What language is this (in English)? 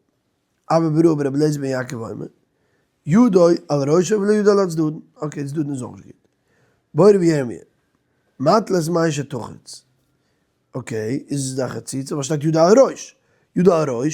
Yiddish